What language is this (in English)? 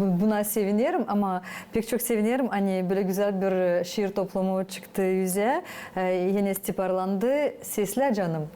Gagauz